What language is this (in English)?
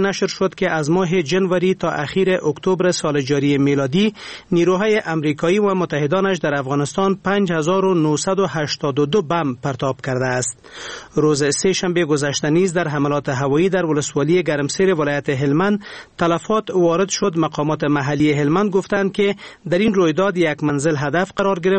Persian